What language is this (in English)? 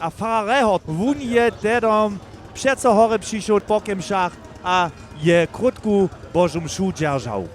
Upper Sorbian